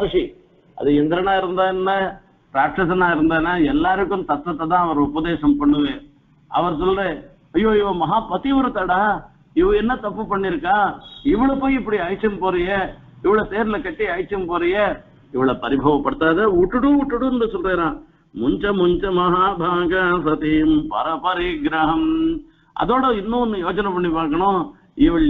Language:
Tamil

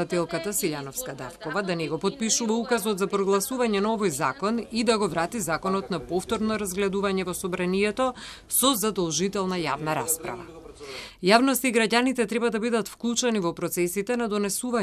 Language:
Macedonian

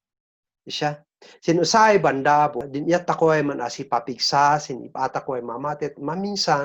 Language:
Kankanaey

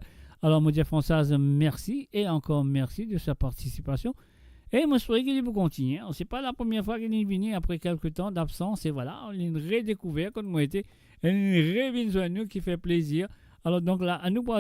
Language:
Morisyen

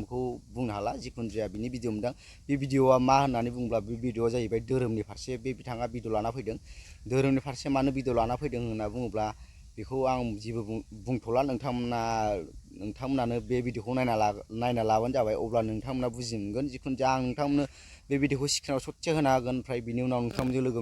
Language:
Bodo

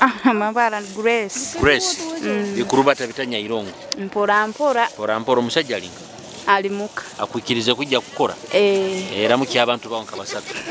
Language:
Nyoro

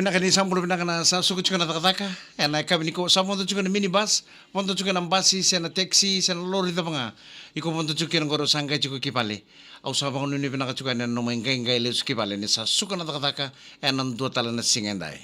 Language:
Fijian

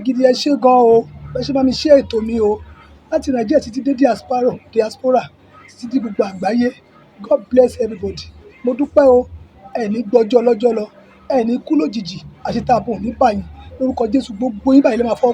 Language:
Yoruba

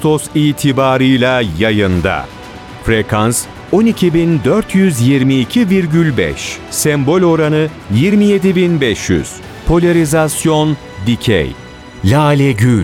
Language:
Turkish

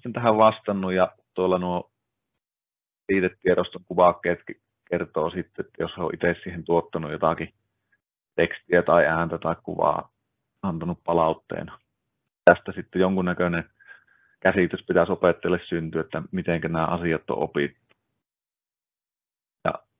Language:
Finnish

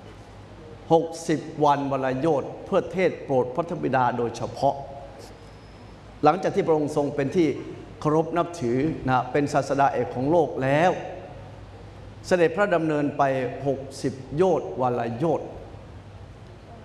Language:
Thai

